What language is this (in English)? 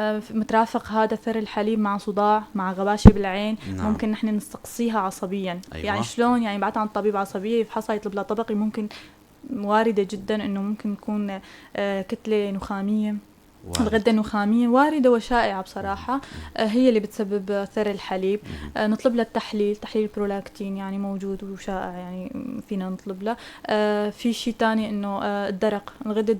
North Levantine Arabic